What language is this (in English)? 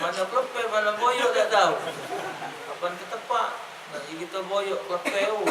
Musi